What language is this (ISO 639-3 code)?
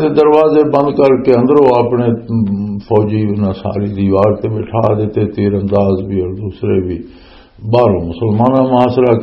lah